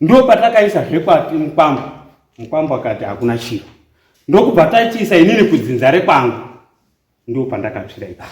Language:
Shona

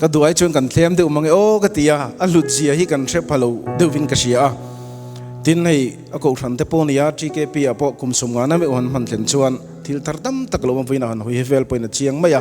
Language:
Mizo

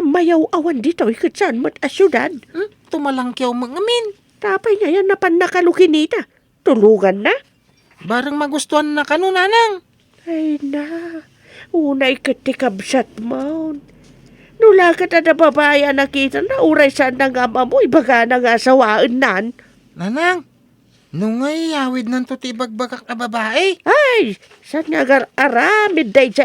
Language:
Iloko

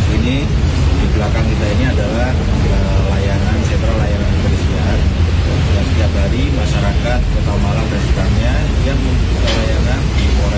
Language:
Indonesian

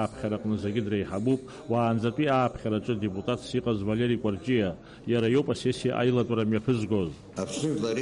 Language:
Abkhazian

